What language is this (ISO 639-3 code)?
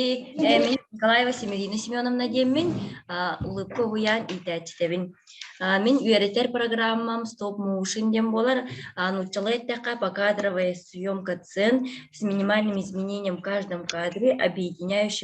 sah